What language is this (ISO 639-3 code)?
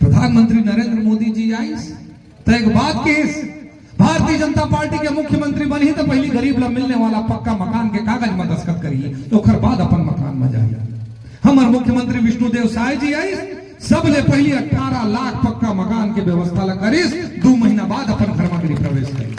hne